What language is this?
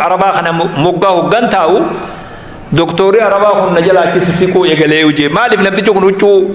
Oromo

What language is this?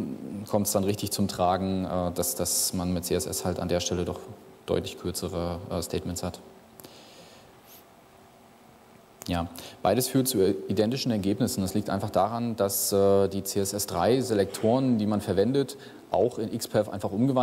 German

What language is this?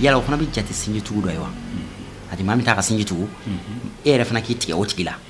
Bambara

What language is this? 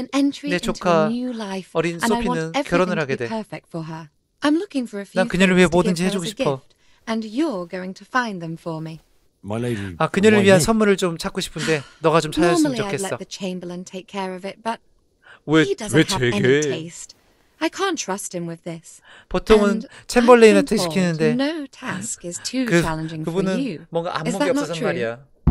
Korean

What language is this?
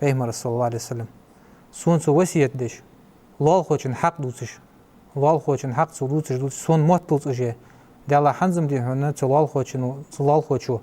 Ingush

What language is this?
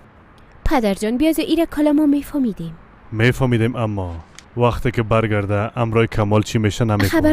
Persian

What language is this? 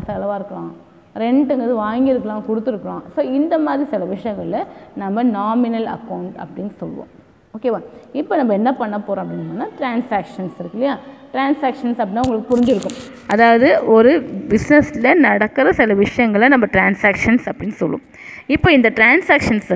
Tamil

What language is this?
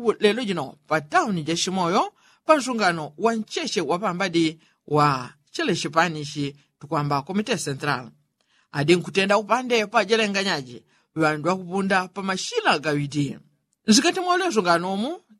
Yao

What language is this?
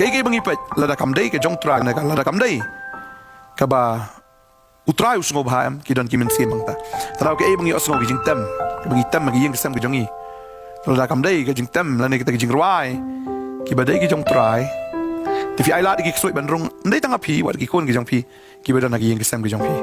Khasi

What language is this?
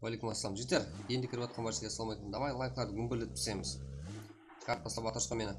Kara-Kalpak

